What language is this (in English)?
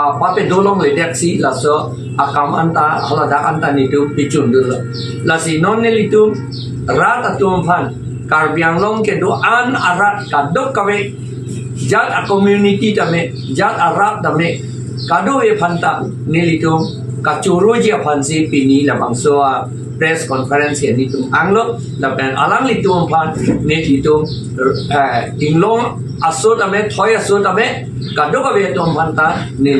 Karbi